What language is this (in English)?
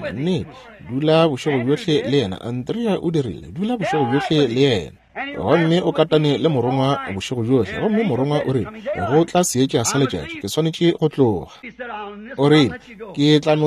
Northern Sotho